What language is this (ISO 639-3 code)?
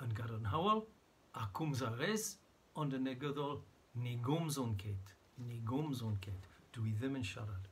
cym